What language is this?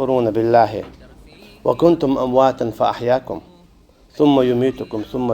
Chechen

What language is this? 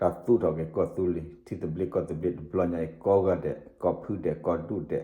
S'gaw Karen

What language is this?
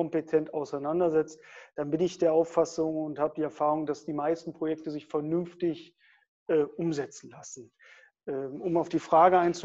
German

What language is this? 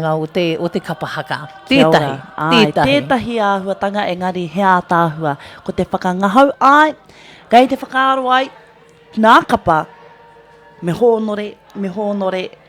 Māori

